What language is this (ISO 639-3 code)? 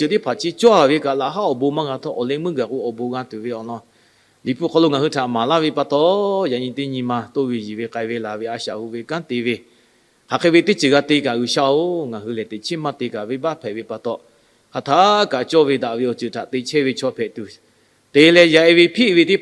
lhu